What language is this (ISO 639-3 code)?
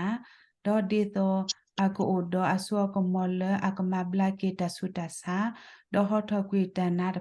ksw